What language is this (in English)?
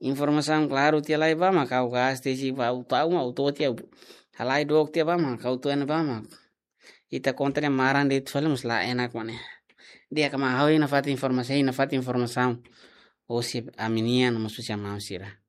Tetum